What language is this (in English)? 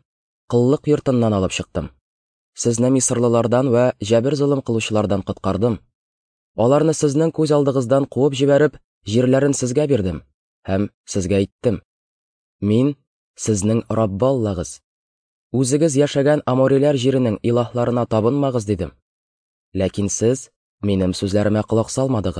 Tatar